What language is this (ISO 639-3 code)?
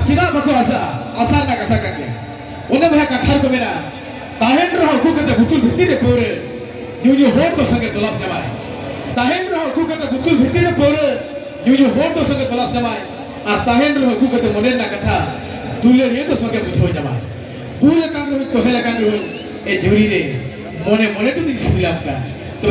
sat